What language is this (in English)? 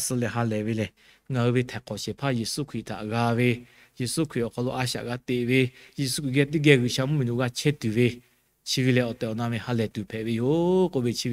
Lahu